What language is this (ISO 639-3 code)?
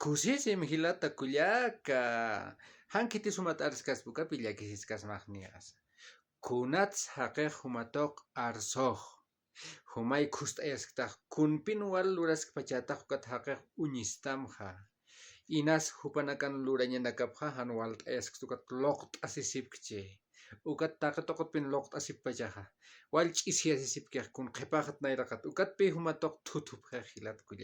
aym